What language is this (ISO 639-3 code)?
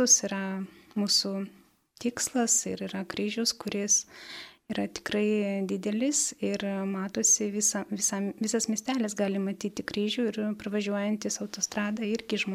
lit